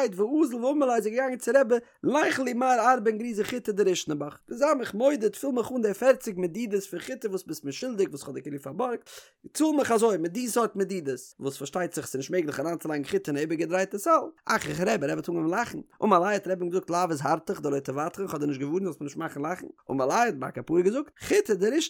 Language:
Yiddish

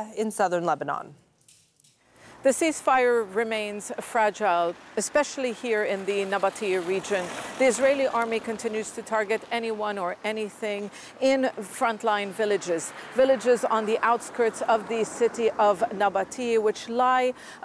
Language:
English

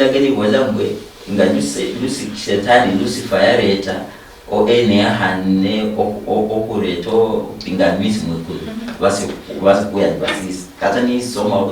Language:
Luyia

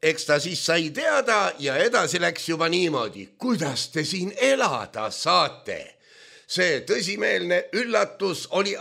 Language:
Estonian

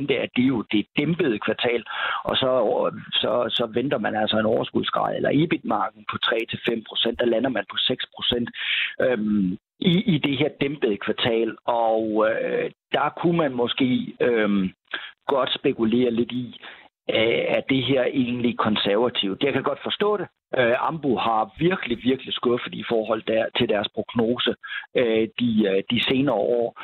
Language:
Danish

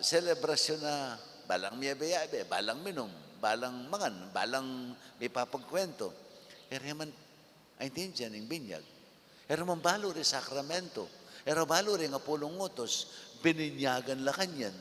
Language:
Pampanga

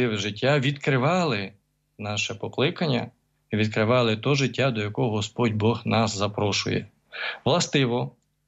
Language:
Ukrainian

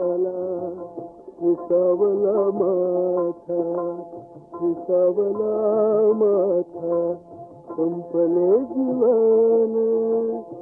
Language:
Marathi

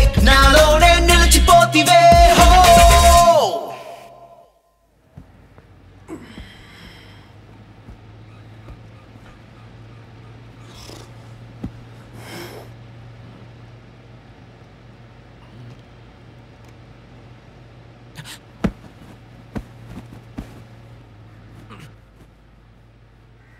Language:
Telugu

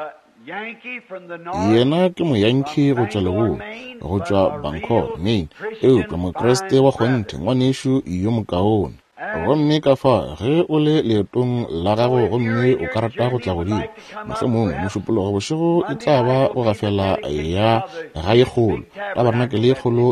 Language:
Northern Sotho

